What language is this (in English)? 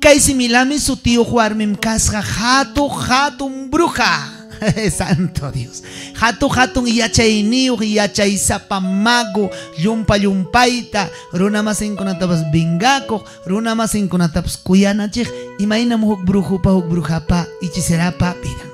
Ayacucho Quechua